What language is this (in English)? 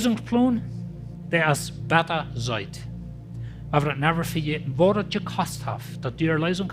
Plautdietsch